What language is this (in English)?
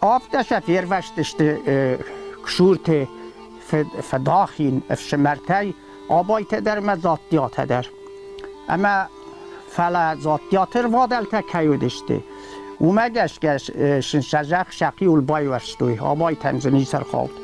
Ossetic